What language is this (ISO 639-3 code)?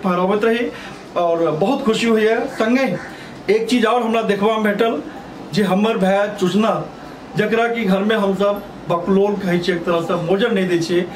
mai